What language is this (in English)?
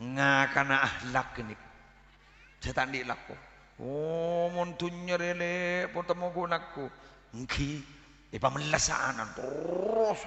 Madurese